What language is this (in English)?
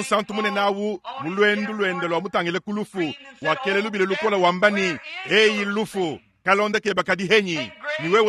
Luba-Lulua